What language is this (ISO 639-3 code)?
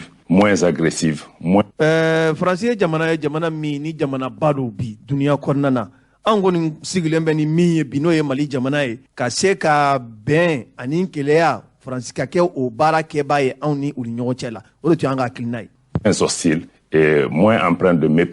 bam